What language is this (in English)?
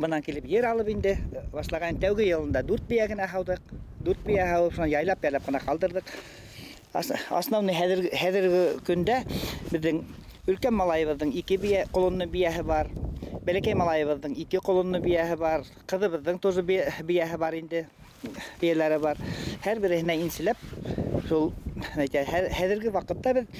Bashkir